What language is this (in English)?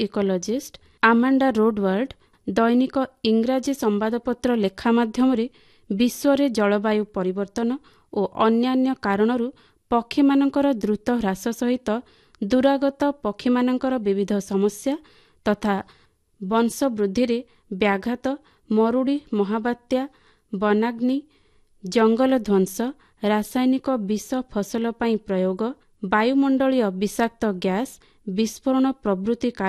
Odia